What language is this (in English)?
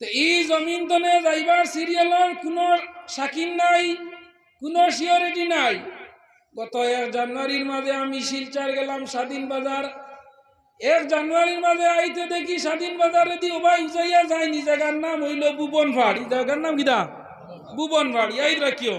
Sylheti